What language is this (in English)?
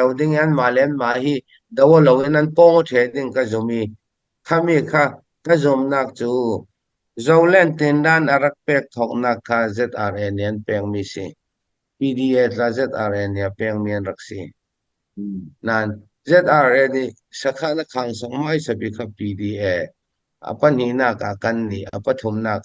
Falam Chin